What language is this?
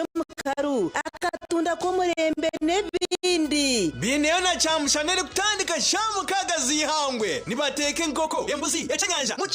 Nyankole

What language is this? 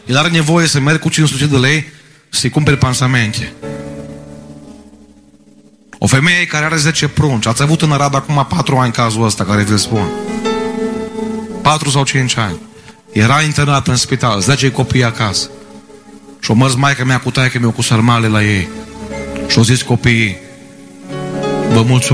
Romanian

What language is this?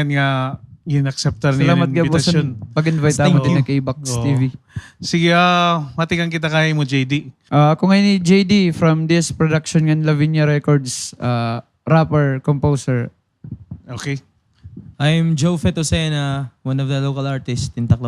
Waray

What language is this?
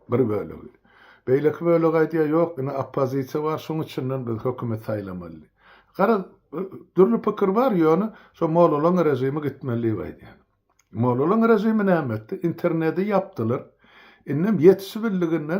Turkmen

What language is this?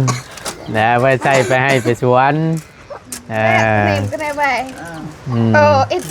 Northeastern Thai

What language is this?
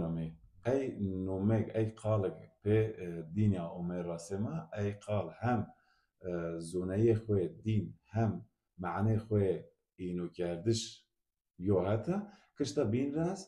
Zaza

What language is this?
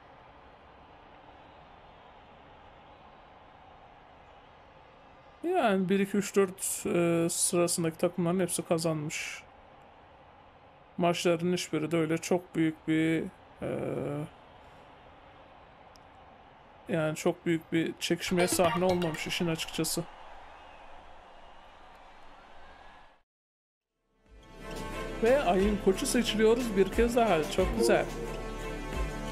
Turkish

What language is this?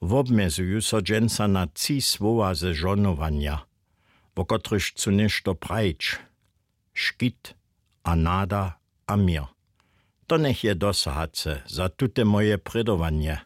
Upper Sorbian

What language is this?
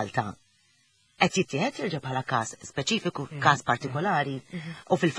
Maltese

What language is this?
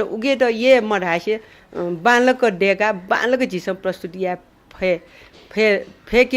Newari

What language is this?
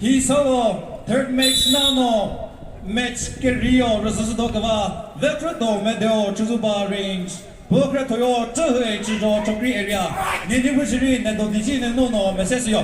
Chokri Naga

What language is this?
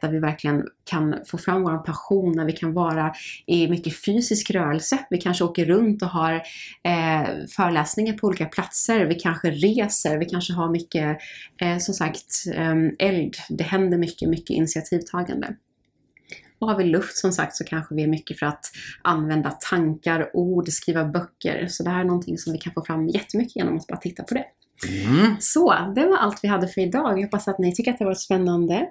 Swedish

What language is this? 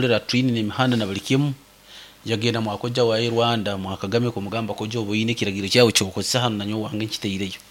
Nyoro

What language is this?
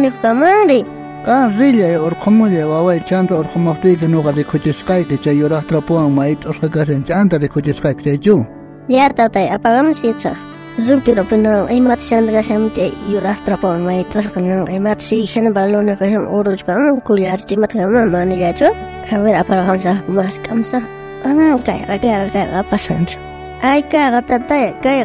South Bolivian Quechua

